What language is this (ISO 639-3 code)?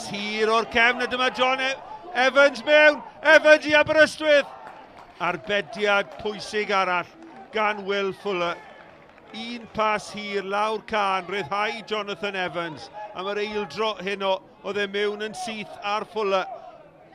cym